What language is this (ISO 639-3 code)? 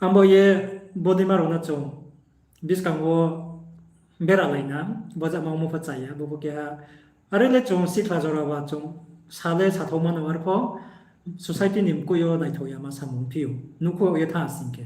ria